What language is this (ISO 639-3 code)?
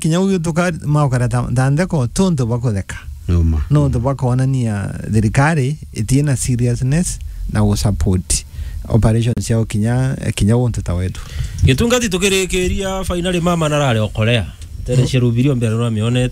mer